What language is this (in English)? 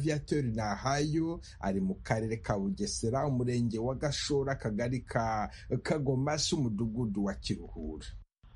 Kinyarwanda